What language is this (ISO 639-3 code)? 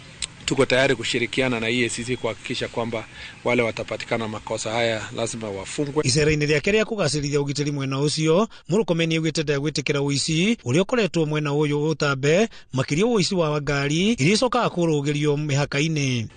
kik